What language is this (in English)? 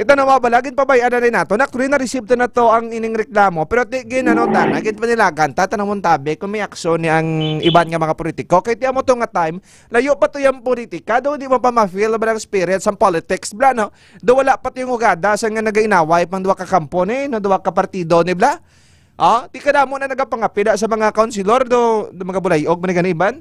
Hiligaynon